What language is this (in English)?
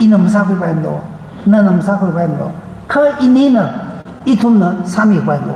Tangkhul Naga (India)